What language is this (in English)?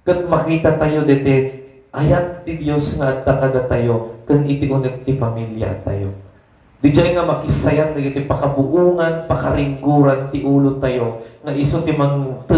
Iloko